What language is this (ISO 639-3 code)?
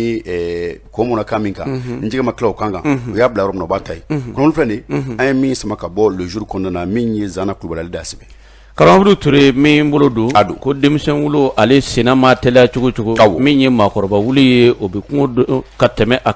bam